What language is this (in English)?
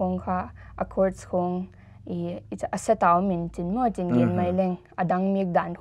Paite Chin